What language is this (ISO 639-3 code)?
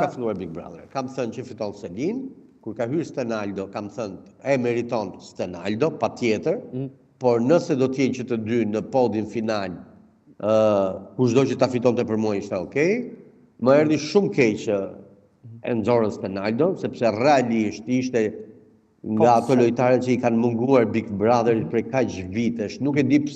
sqi